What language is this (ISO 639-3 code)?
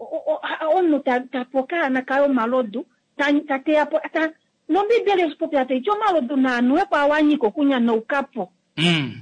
kua